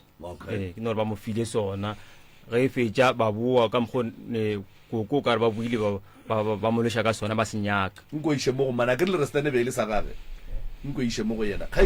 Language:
Northern Sotho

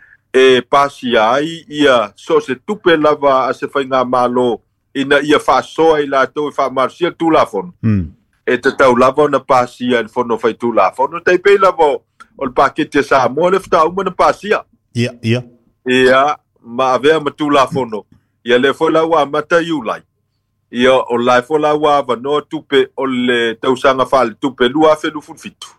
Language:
Samoan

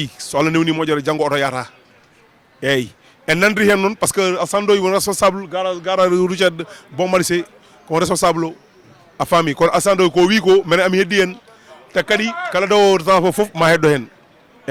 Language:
Fula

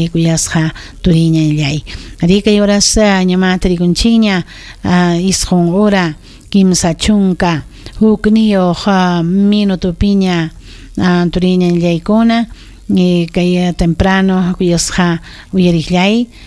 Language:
Ayacucho Quechua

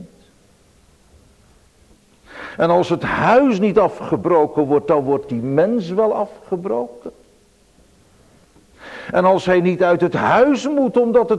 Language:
Dutch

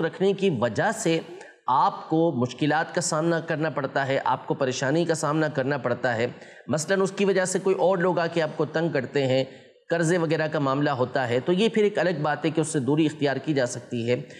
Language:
Urdu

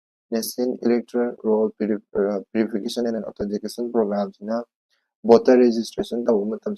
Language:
Manipuri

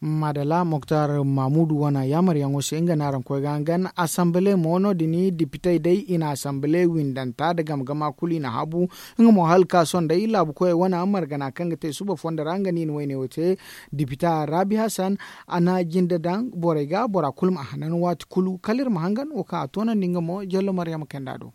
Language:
Zarma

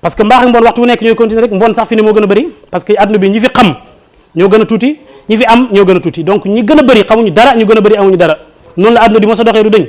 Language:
Wolof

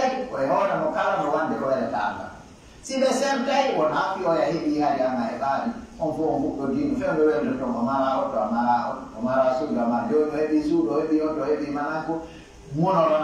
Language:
Pular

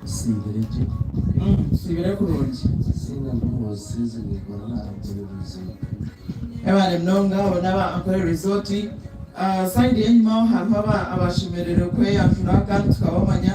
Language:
Nyankole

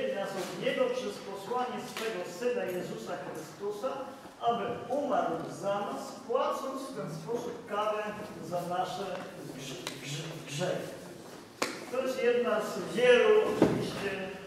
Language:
Polish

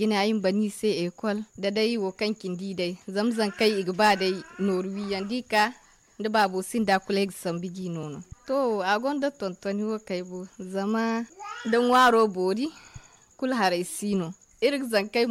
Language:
Zarma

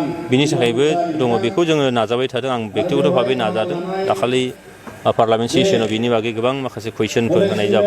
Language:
Bodo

